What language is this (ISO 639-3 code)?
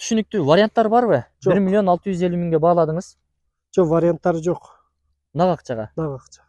kir